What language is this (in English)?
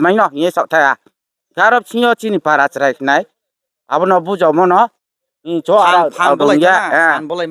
Kok Borok